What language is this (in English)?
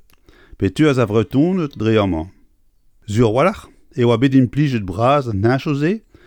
Breton